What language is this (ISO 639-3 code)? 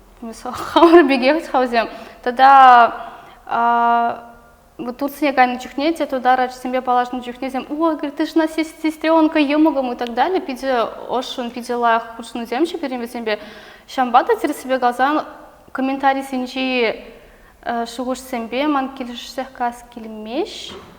chv